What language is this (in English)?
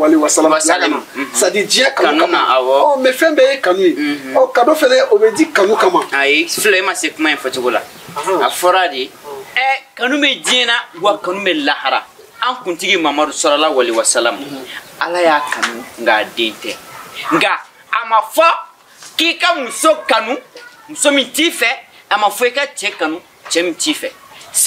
Bambara